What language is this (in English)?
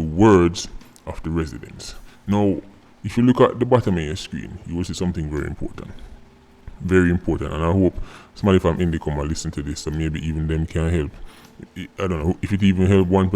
Jamaican Creole English